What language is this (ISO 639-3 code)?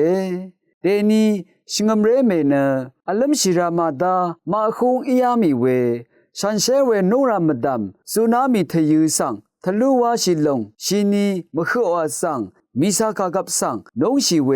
raw